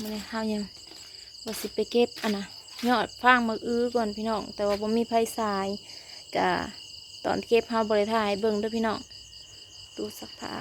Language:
Northeastern Thai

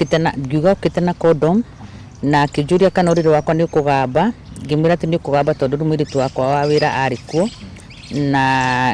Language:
Kikuyu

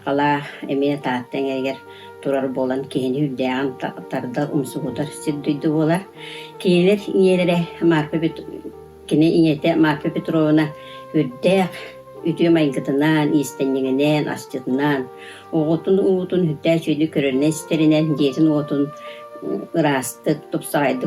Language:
Yakut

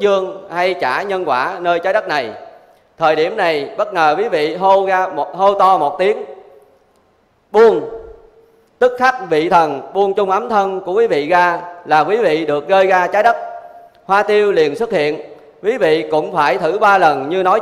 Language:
Vietnamese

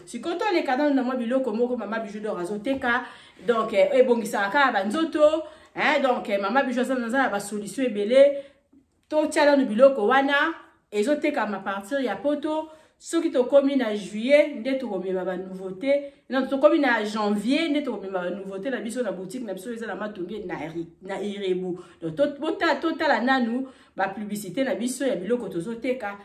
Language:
Lingala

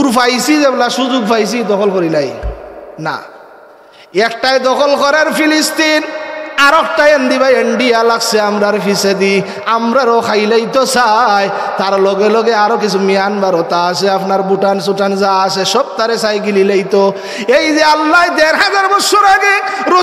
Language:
Sylheti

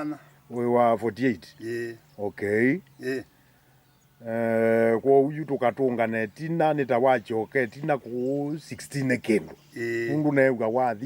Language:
Kamba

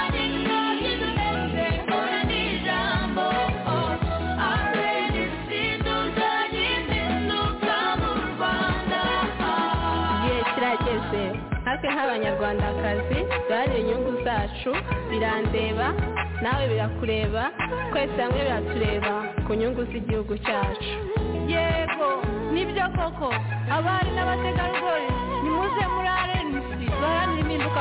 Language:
Kinyarwanda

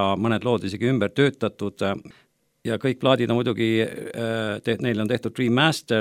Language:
Estonian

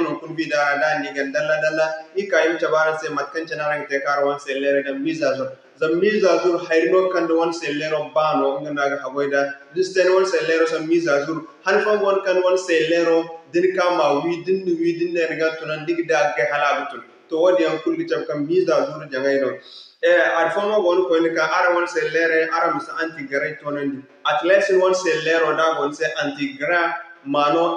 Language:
Zarma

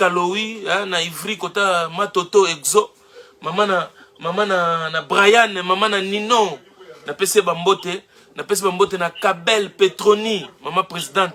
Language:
Lingala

